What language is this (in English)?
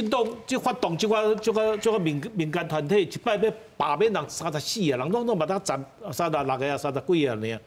Min Nan Chinese